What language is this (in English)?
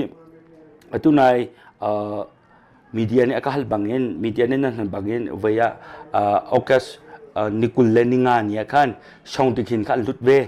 Hakha Chin